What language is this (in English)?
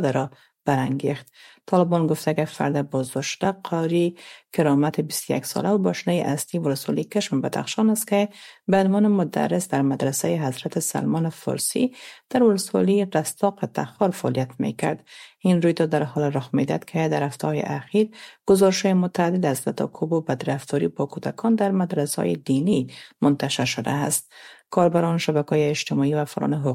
Persian